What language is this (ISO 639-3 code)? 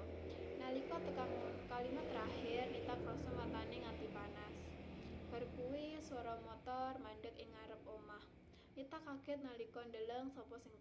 jav